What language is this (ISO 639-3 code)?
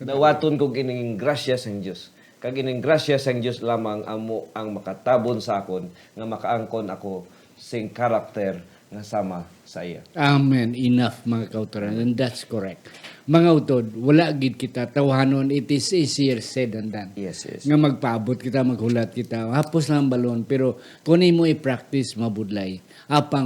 hil